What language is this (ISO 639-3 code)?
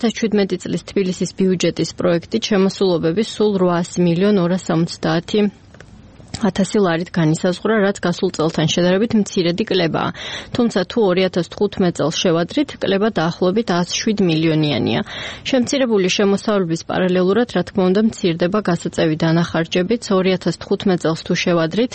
kat